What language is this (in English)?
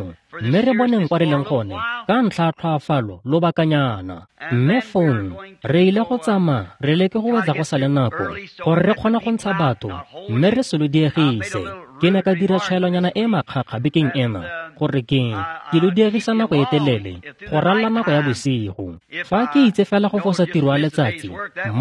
Tswana